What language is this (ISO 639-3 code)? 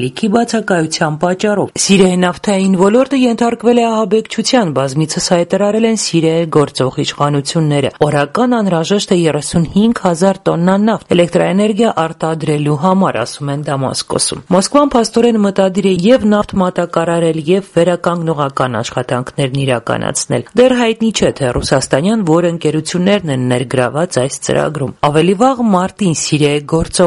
hye